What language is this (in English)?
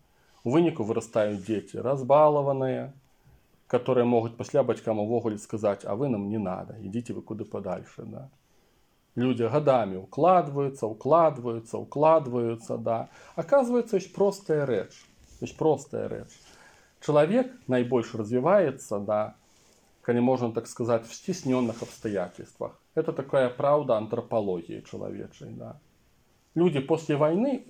Belarusian